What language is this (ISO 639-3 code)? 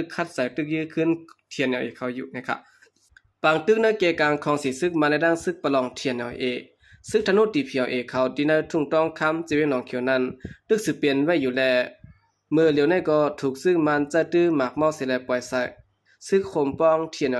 shn